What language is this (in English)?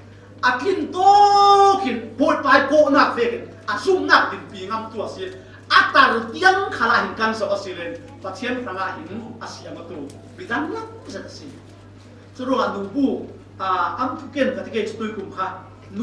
Falam Chin